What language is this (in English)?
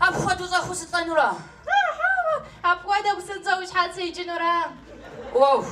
Kabardian